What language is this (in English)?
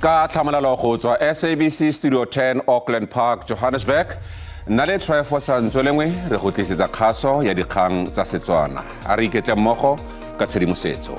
Tswana